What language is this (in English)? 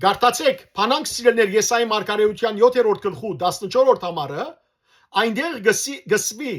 Western Armenian